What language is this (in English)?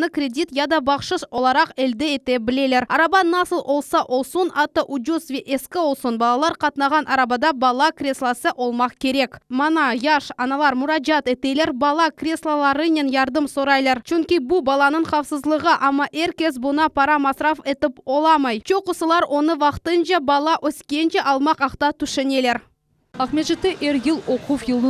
Crimean Tatar